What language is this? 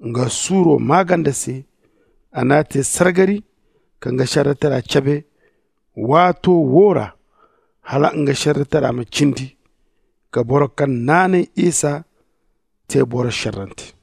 Zarma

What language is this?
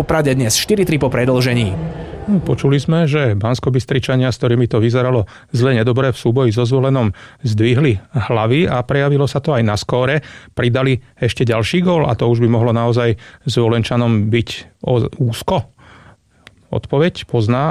Slovak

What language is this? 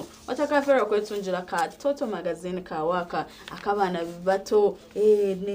Nyankole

